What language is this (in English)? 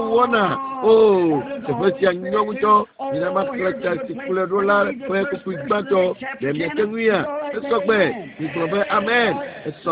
Ewe